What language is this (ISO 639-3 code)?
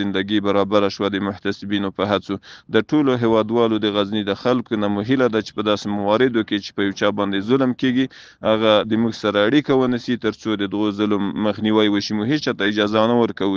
pus